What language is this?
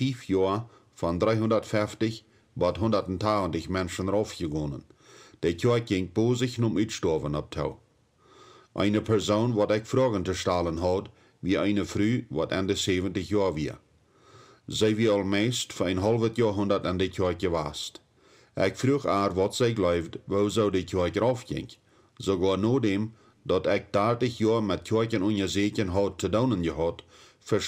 Plautdietsch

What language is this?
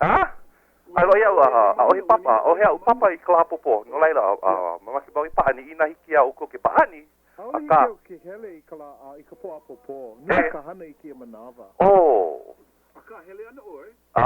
Hawaiian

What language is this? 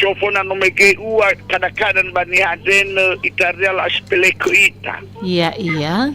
Nias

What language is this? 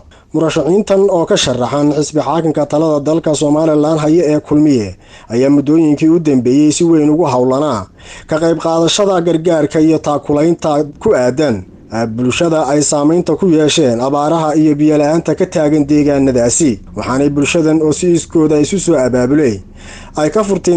Somali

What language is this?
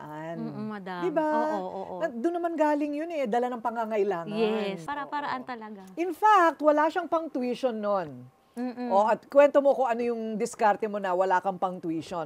Filipino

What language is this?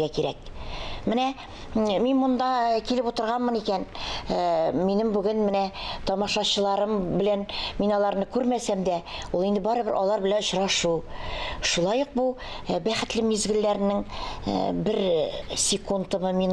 Tatar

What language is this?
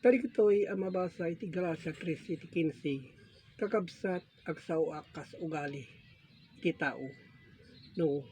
Iloko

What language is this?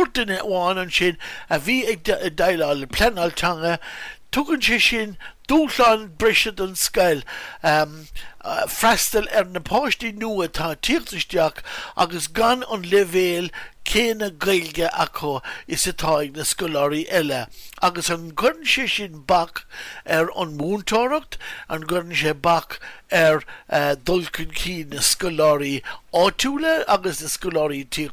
Irish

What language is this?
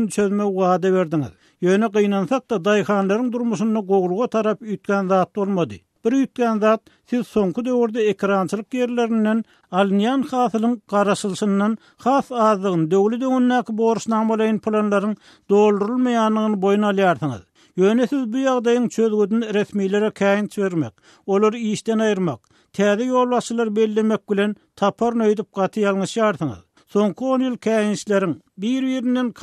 Turkmen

